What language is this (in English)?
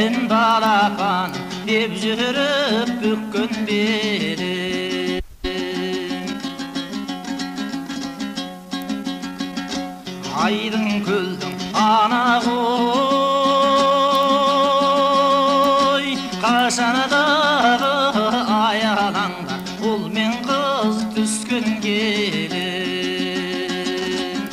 Kazakh